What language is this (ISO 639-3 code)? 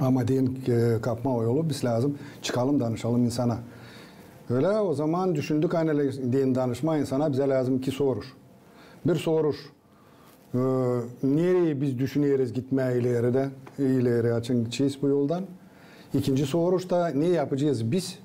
gag